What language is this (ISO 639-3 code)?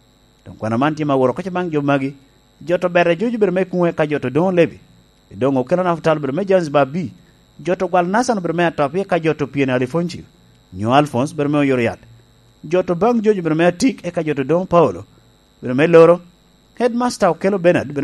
laj